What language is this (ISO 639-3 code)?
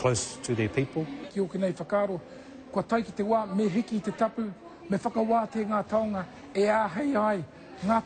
mri